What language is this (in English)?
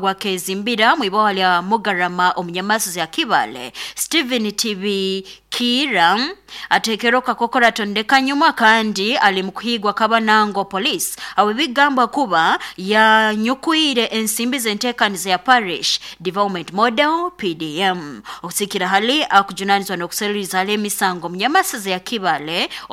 Nyoro